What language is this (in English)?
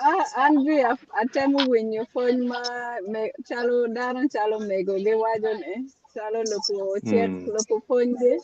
Acoli